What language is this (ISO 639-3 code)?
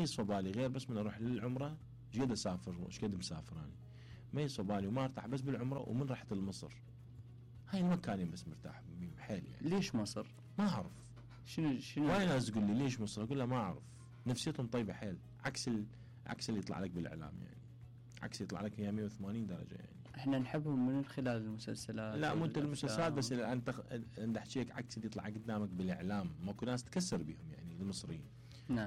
acm